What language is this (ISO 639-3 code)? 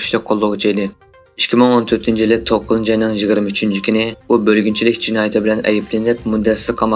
uig